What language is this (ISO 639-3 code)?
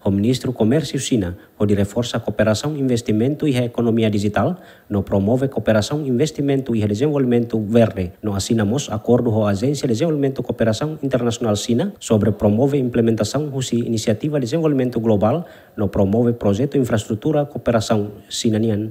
tet